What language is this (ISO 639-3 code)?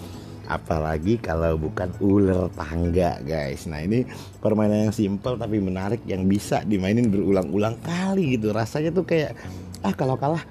ind